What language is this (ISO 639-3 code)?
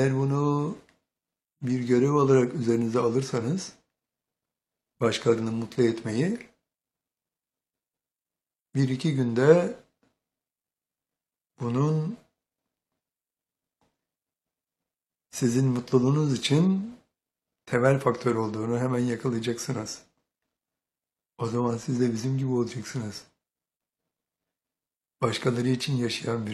tur